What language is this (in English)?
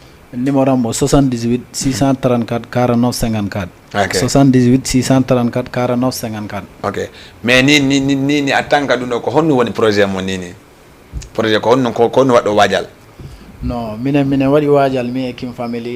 Fula